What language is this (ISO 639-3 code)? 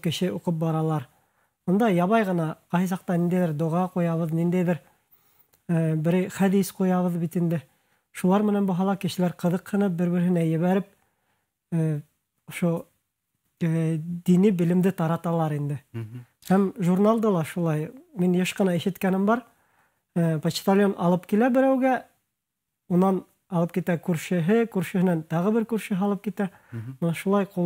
bak